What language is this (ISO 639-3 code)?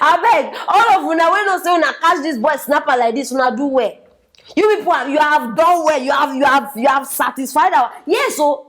pcm